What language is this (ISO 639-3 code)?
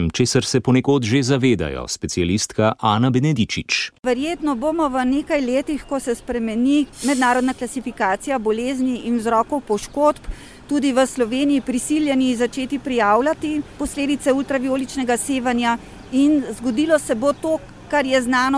slv